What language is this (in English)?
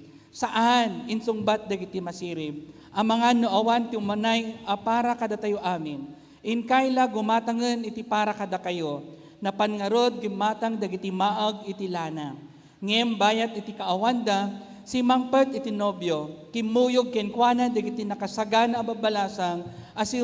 Iloko